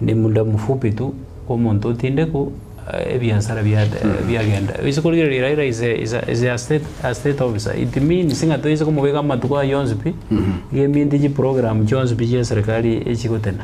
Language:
Gusii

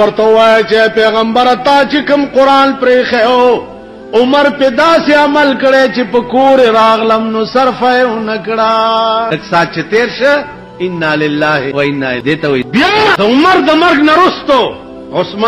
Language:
Pashto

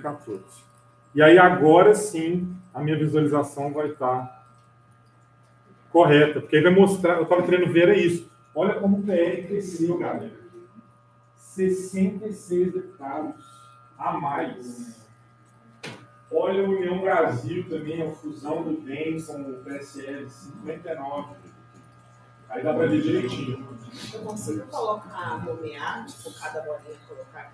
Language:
Portuguese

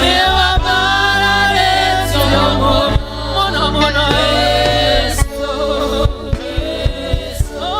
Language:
Kikuyu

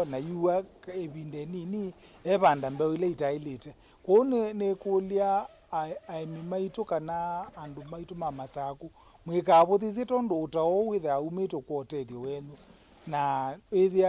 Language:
Kamba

